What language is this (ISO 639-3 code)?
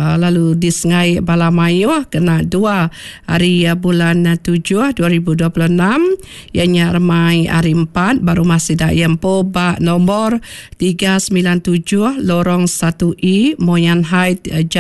iba